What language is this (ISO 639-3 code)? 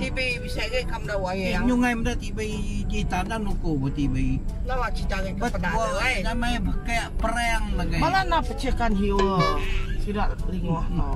iba